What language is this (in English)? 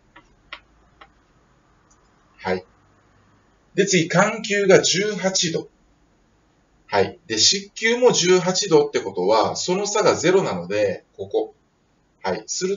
Japanese